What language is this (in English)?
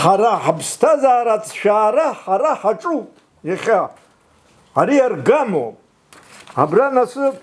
Abkhazian